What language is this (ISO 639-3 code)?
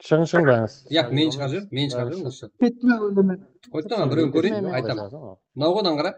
kaa